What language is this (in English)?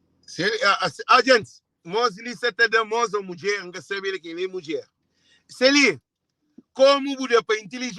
Kabuverdianu